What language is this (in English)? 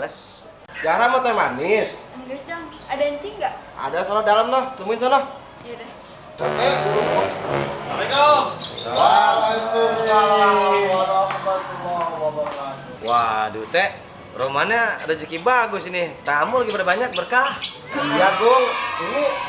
Betawi